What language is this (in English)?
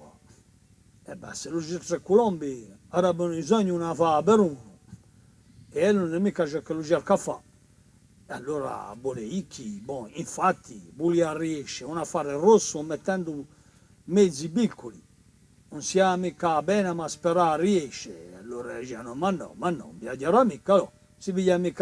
Corsican